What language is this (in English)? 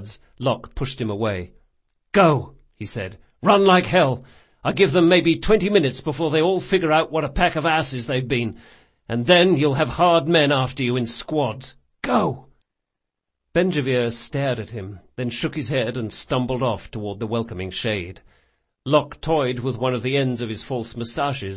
English